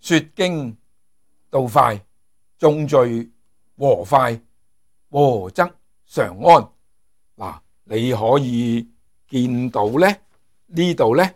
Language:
Cantonese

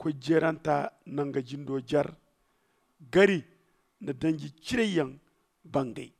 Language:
Zarma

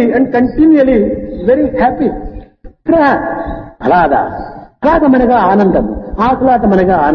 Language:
Telugu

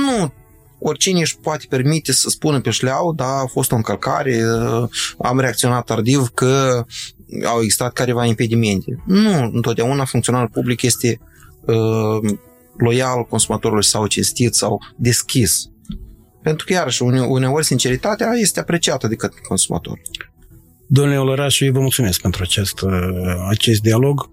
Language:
Romanian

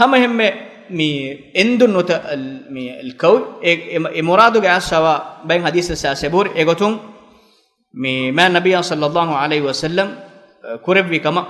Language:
Divehi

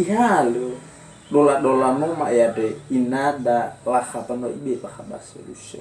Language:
Nias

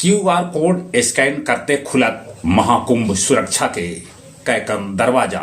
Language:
Magahi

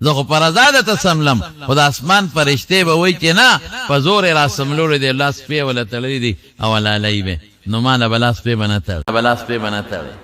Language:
Pashto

